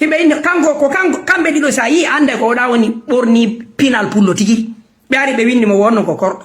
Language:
Fula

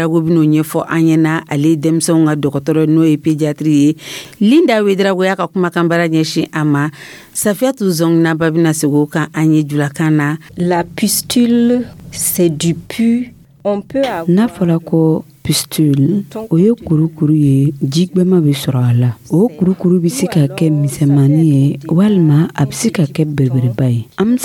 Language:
Dyula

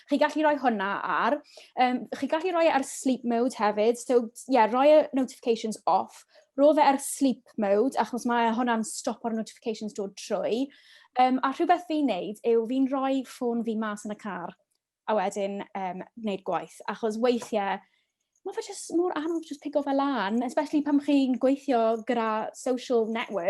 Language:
Welsh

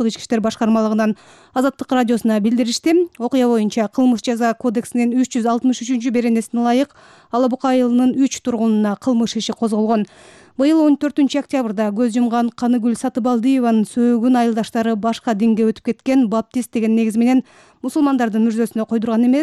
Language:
Kyrgyz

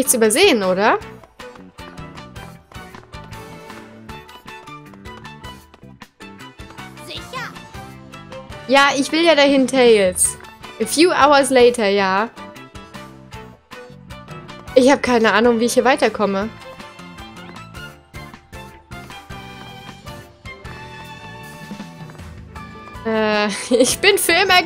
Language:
German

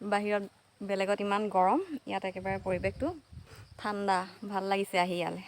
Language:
Assamese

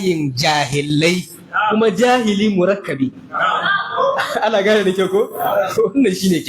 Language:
Hausa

